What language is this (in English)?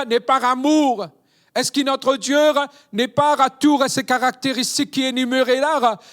Morisyen